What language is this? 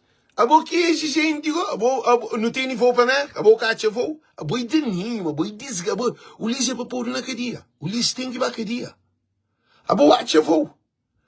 Kabuverdianu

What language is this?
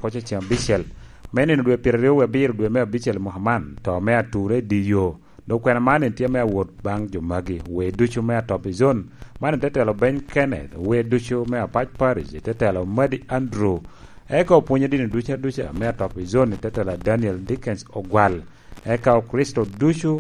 Lango (Uganda)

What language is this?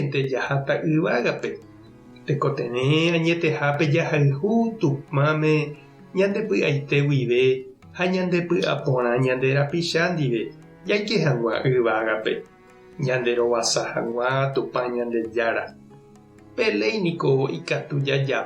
Guarani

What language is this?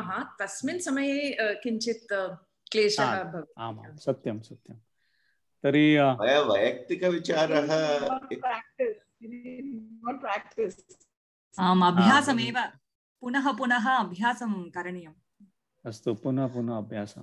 Sanskrit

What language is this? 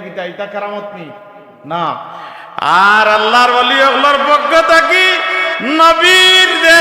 Sylheti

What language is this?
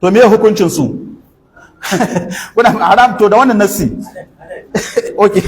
Hausa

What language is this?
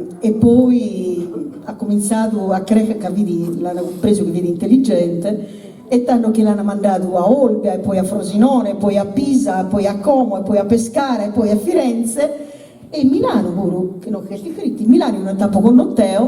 Sardinian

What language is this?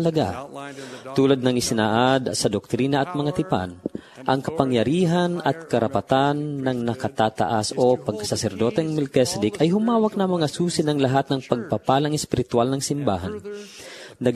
Filipino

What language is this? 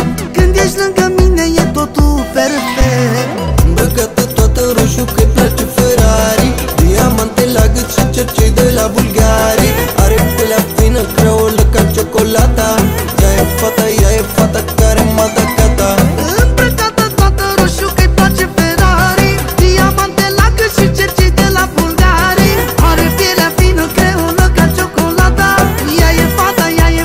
Romanian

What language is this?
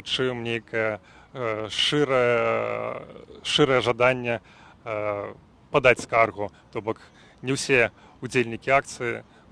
Belarusian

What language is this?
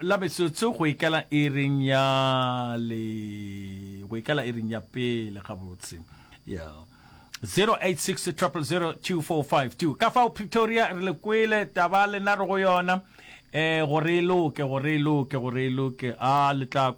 Northern Sotho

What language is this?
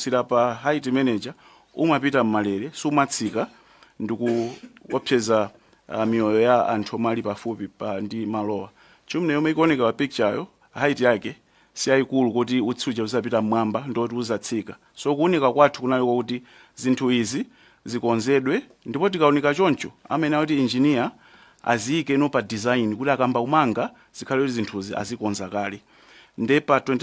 Nyanja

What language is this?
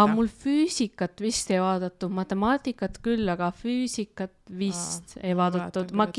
Estonian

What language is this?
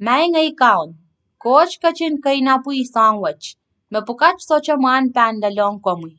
Pohnpeian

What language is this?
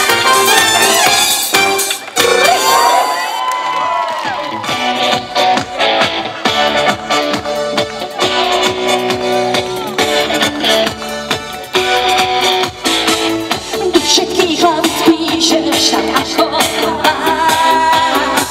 Slovak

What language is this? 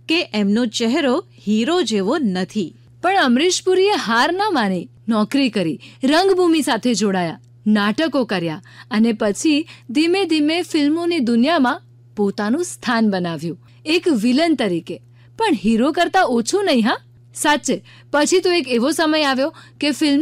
Gujarati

